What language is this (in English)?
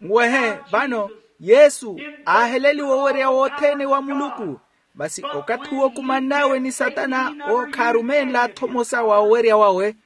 Makhuwa